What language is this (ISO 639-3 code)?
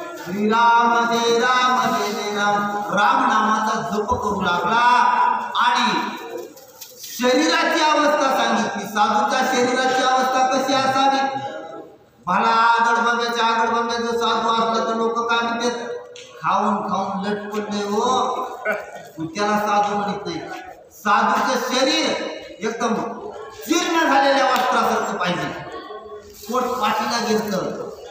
mar